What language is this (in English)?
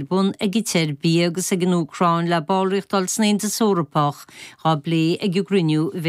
Irish